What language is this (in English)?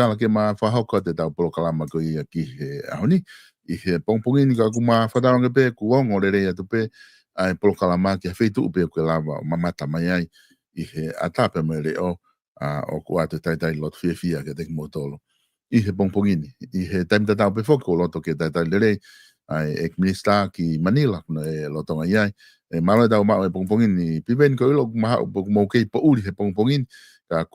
Tongan